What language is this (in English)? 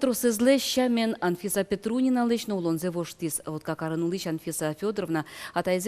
Udmurt